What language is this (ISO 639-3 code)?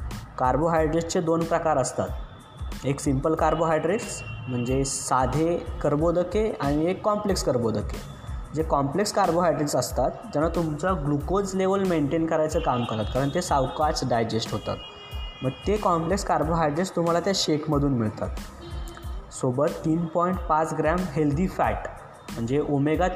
mar